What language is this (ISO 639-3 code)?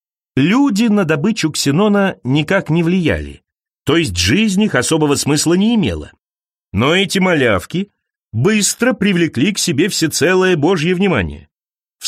rus